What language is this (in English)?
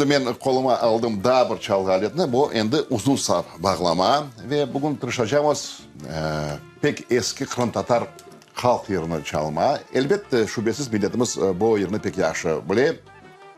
Crimean Tatar